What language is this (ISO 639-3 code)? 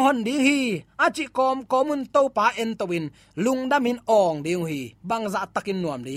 ctd